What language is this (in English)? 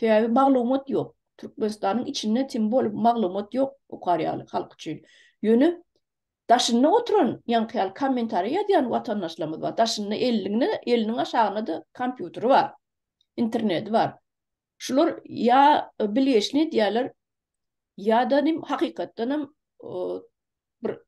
Turkmen